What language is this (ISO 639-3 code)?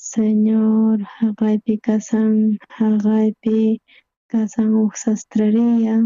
quh